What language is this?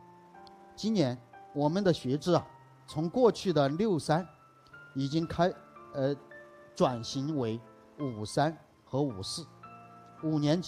Chinese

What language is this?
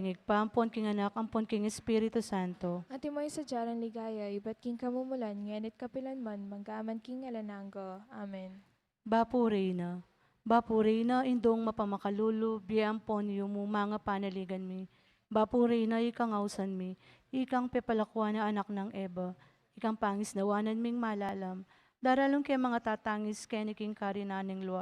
Pampanga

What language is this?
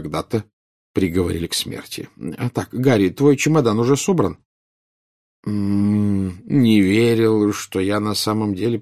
Russian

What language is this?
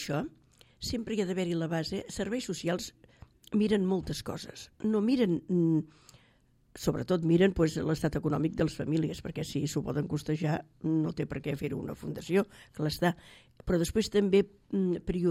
Catalan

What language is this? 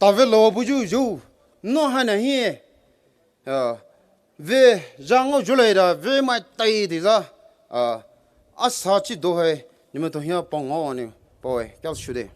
Poumei Naga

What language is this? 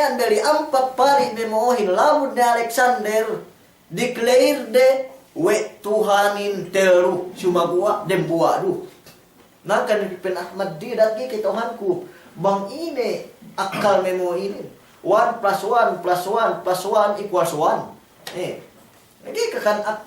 Yakan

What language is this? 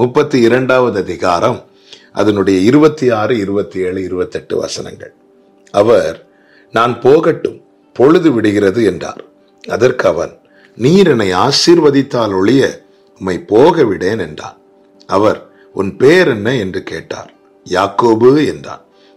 Tamil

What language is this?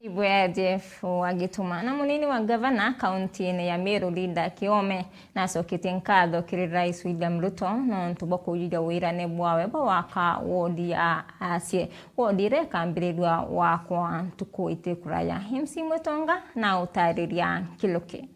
Meru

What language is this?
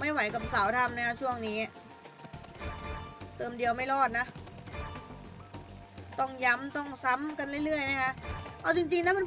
Thai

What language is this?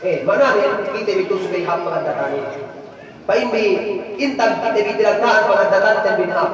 Yakan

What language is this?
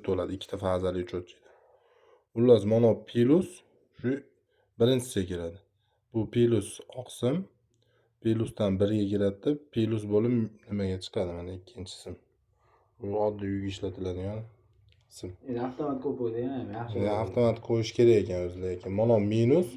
Uzbek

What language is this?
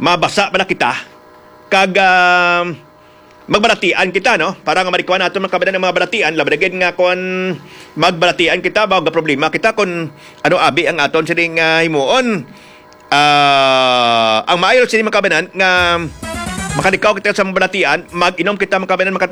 Hiligaynon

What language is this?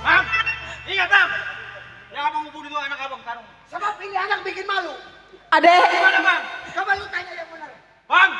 Betawi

